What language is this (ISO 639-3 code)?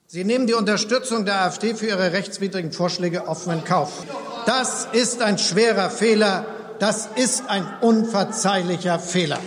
ltz